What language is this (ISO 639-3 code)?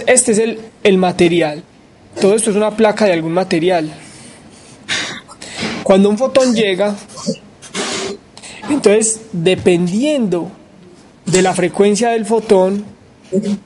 spa